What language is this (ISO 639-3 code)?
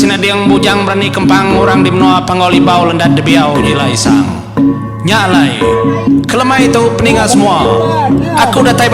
iba